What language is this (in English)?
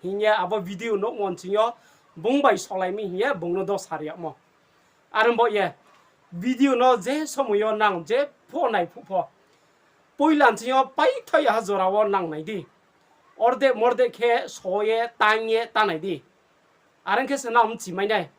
Riang (India)